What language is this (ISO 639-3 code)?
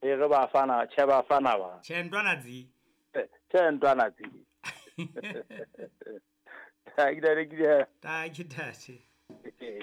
sot